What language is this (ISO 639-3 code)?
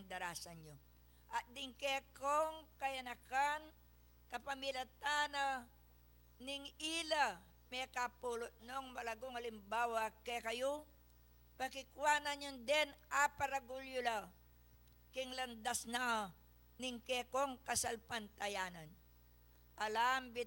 pam